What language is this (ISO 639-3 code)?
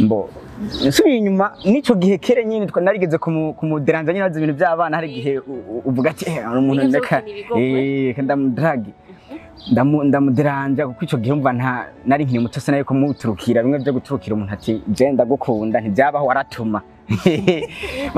run